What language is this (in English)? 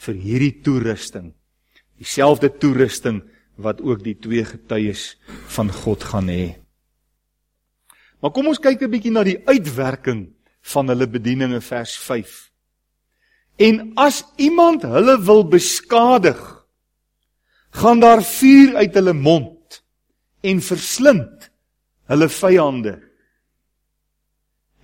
Afrikaans